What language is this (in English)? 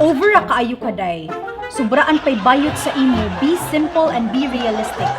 Cebuano